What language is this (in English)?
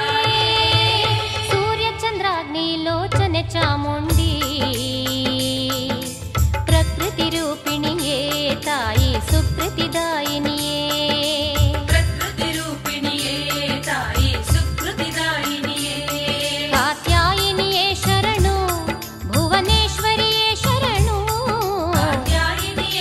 Kannada